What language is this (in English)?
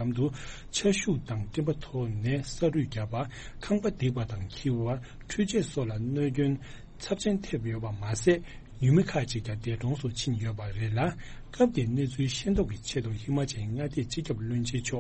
Tibetan